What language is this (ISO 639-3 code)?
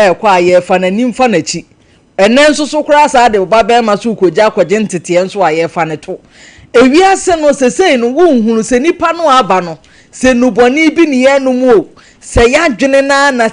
aka